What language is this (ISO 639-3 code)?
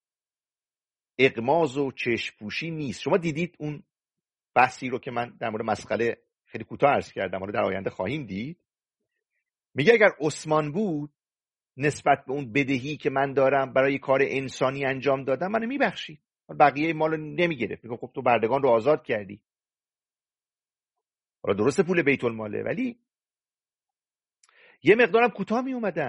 fas